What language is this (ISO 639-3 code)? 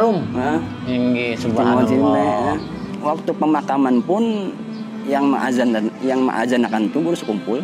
bjn